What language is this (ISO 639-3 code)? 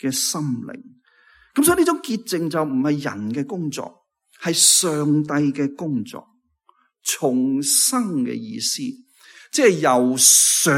yue